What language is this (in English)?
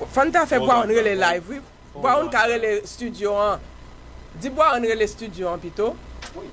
Haitian Creole